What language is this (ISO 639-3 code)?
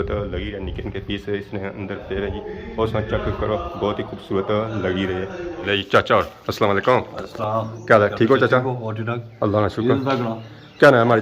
phr